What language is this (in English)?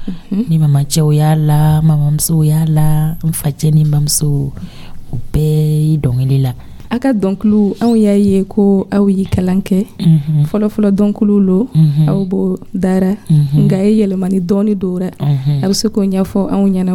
Dyula